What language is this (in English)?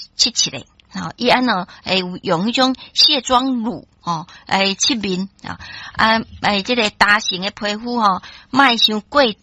Min Nan Chinese